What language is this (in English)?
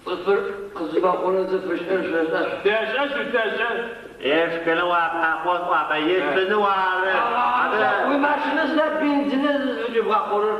Adyghe